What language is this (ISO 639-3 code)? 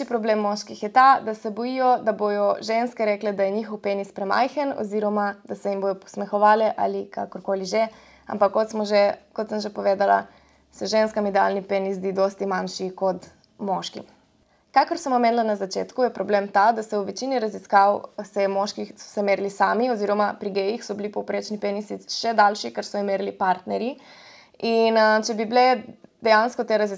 slv